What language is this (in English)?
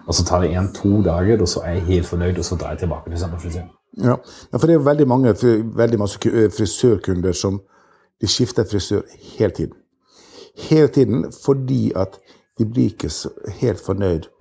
Norwegian